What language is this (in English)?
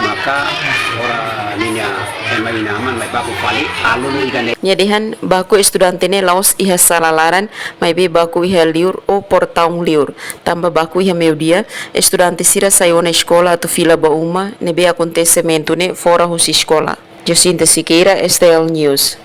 Tetum